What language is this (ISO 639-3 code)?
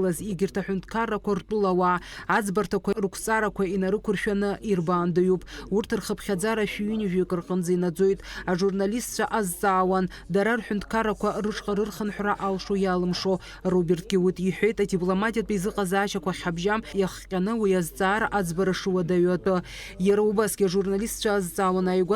abk